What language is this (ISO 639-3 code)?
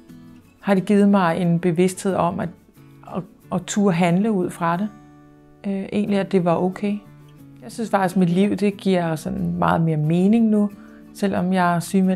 dan